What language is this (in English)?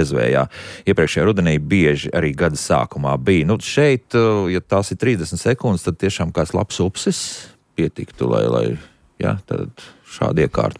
Latvian